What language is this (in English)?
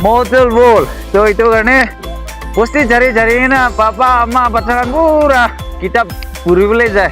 Naga Pidgin